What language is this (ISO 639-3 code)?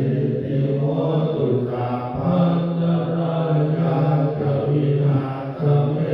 pli